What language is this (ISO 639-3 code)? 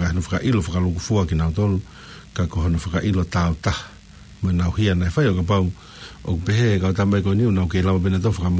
ton